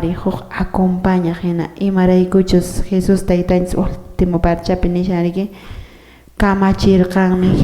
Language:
Quechua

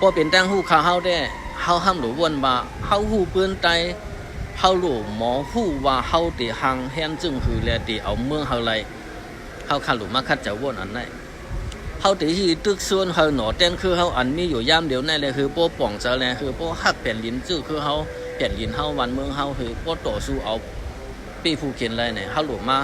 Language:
Shan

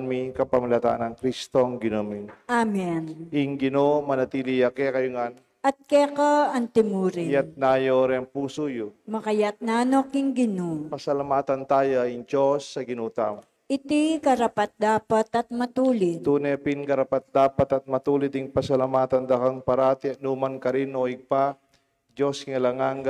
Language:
Pampanga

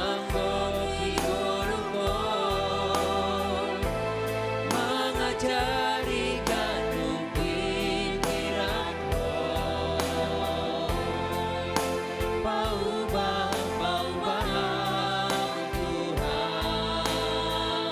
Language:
Batak Simalungun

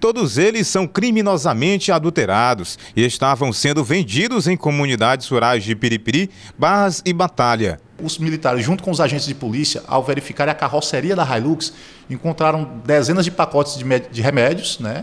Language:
Portuguese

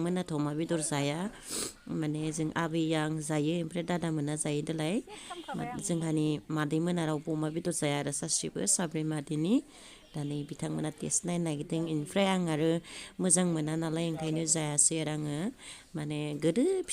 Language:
Bodo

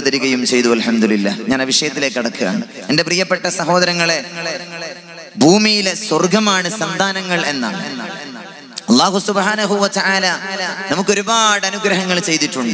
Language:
Malayalam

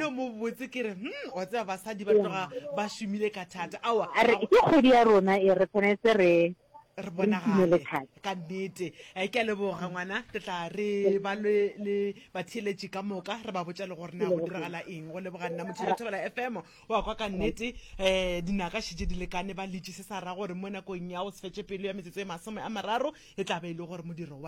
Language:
Northern Sotho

